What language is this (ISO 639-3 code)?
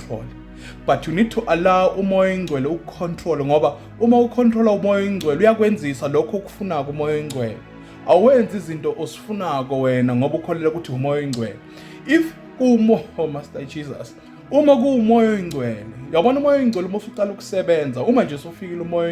zul